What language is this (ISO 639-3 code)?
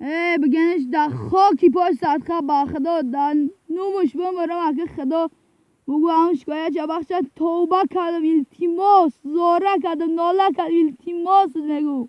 tgk